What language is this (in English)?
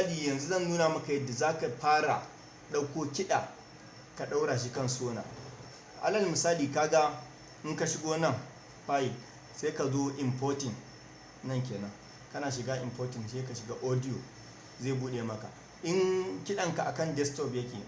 Hausa